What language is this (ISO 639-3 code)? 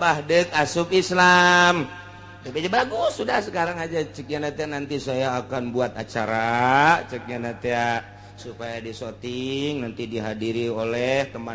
sun